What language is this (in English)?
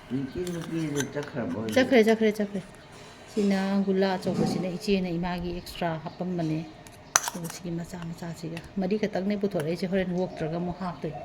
Manipuri